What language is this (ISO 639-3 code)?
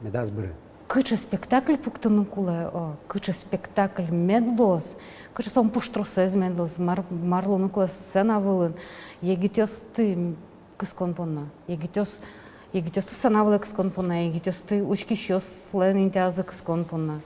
udm